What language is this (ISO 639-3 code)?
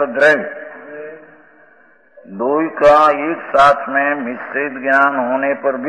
hin